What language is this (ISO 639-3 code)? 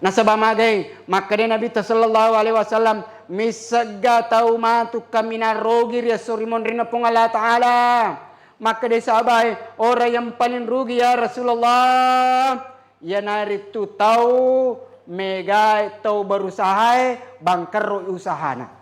bug